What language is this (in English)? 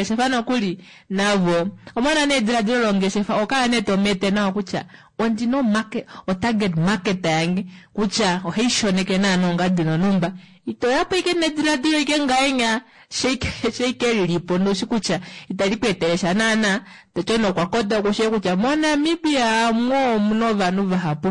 Kuanyama